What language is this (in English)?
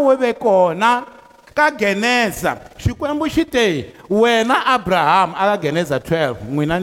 Tsonga